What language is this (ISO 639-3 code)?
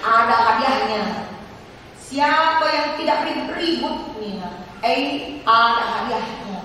btx